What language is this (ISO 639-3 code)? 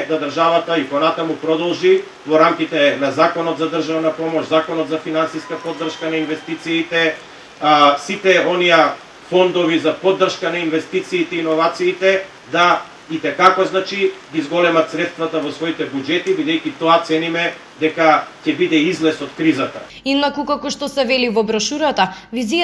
mkd